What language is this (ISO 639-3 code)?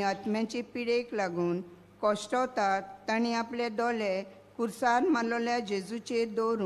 kok